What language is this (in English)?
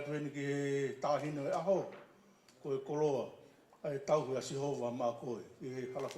Tongan